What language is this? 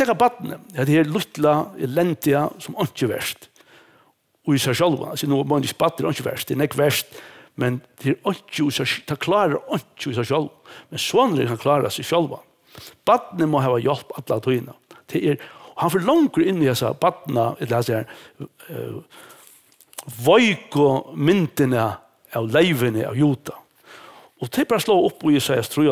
Faroese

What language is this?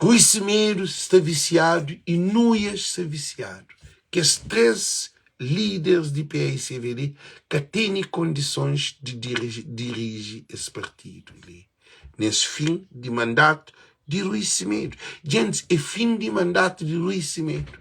Kabuverdianu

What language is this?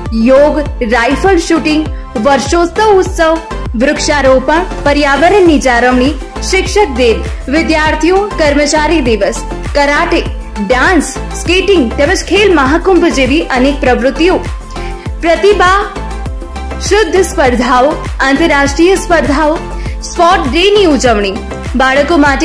Gujarati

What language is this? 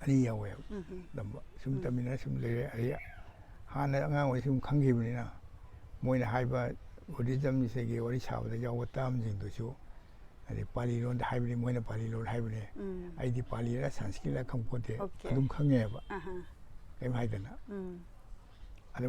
Manipuri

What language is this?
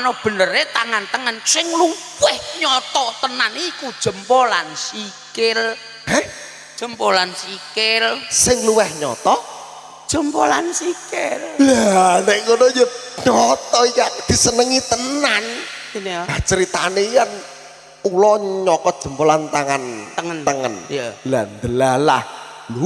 Javanese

